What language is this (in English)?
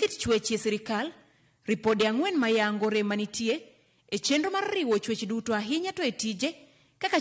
Luo (Kenya and Tanzania)